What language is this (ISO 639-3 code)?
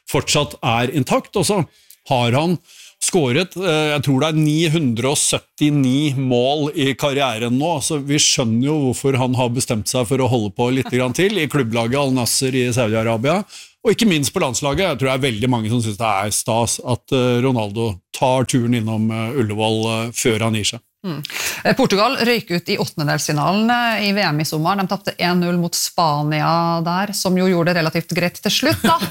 nor